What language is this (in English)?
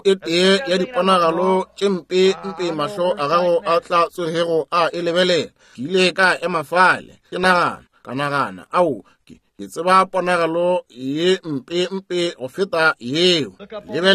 Northern Sotho